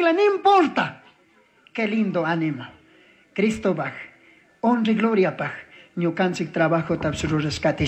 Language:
Chimborazo Highland Quichua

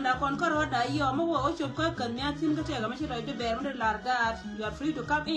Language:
Nuer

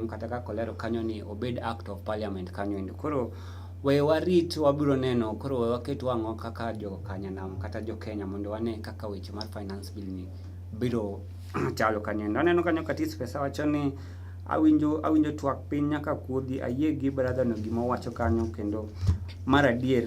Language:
Luo (Kenya and Tanzania)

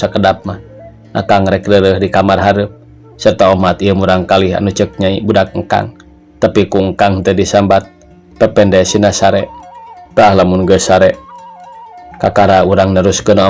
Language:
Sundanese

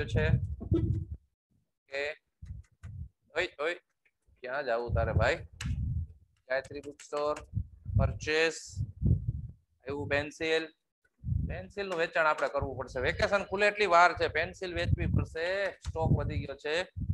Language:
Gujarati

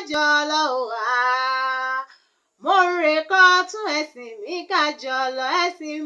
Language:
Yoruba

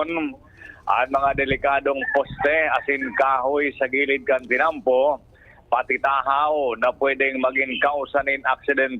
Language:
Bikol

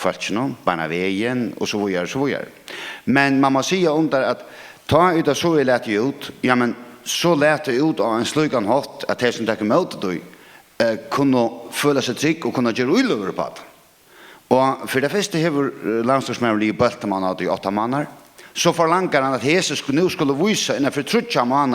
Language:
Faroese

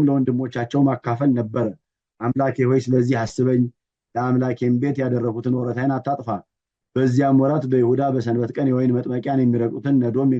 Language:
Amharic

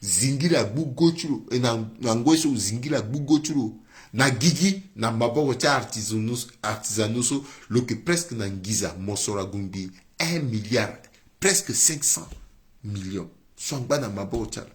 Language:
Sango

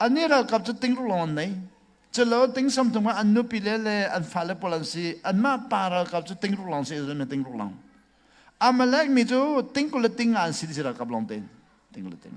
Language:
Hakha Chin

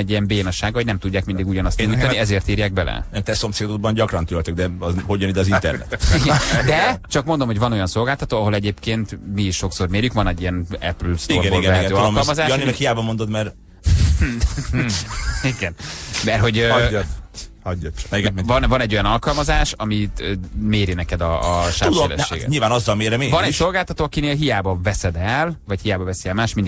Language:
Hungarian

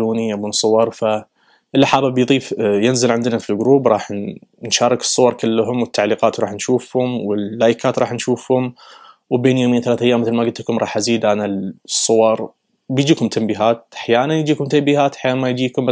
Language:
Najdi Arabic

